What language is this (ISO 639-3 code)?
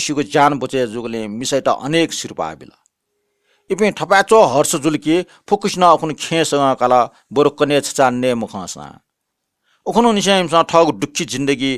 new